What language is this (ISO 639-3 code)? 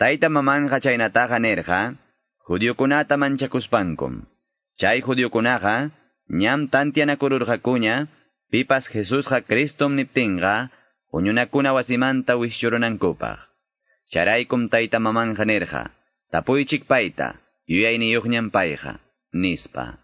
que